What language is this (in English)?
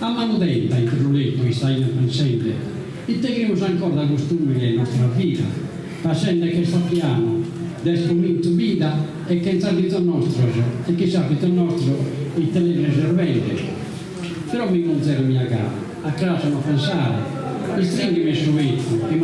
Sardinian